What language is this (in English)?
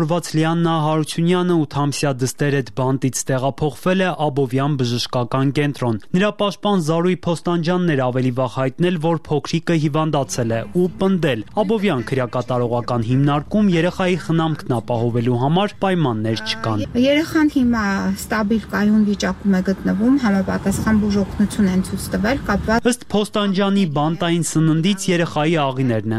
Armenian